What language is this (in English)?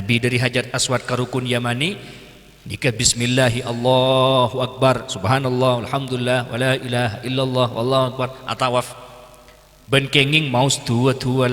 Madurese